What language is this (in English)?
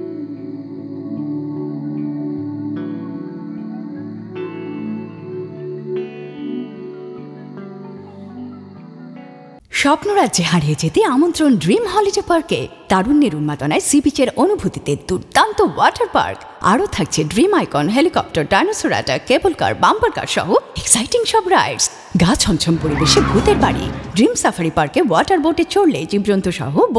Bangla